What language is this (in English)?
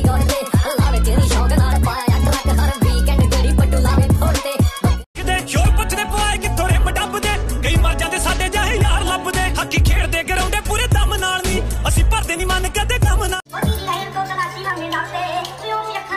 Punjabi